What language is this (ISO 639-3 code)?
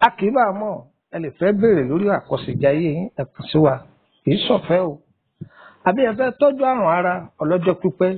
yor